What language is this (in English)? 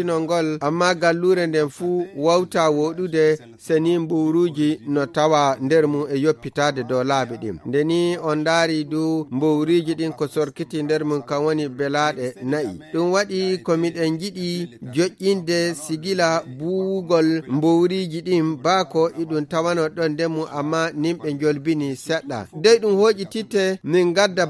Nigerian Fulfulde